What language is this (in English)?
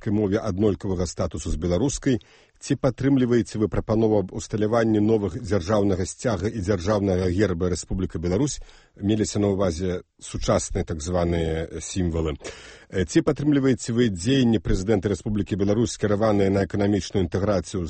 Belarusian